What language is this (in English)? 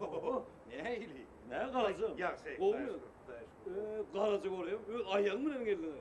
Turkmen